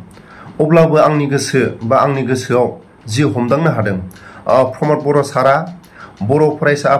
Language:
Bodo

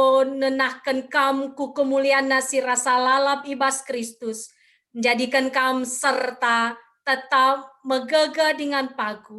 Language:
Batak Karo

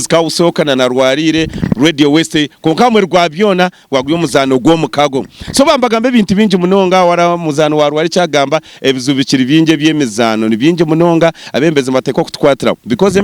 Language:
Nyankole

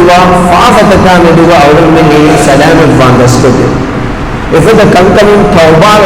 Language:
Divehi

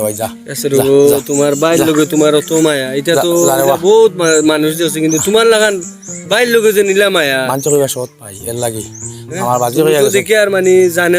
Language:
Sylheti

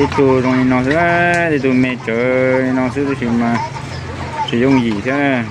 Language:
Hmong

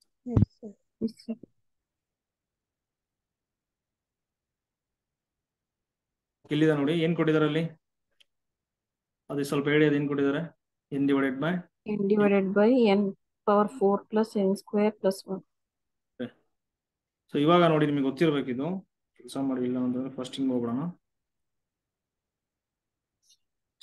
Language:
Kannada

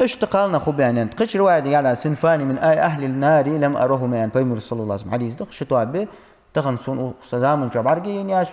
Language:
Ingush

